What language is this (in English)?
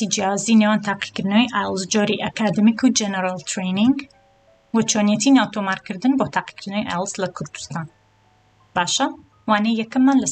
Central Kurdish